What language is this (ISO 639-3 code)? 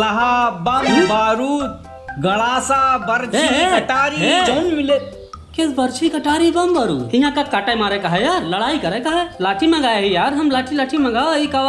awa